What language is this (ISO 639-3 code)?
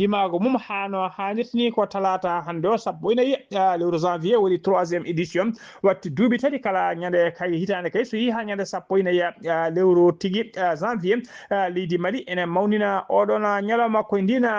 ful